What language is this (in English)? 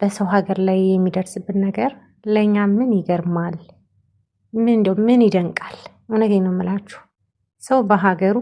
Amharic